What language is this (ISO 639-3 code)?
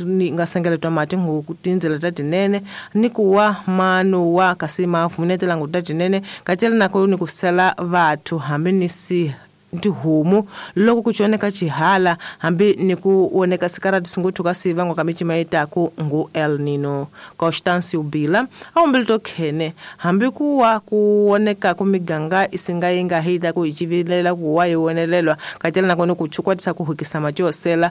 tso